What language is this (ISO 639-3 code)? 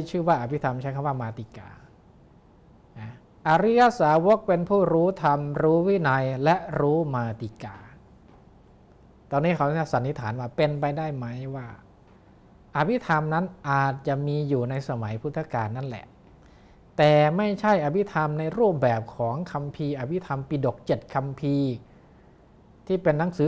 tha